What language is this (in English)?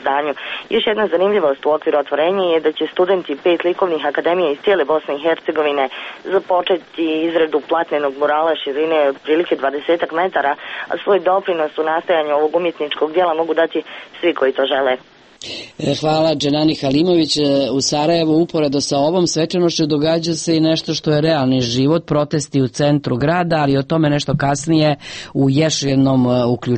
Serbian